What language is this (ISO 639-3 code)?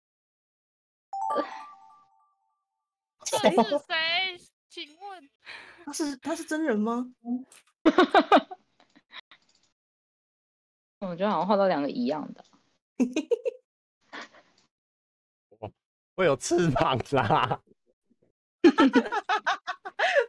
zho